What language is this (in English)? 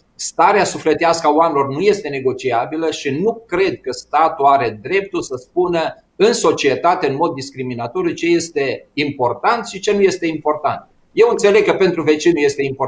Romanian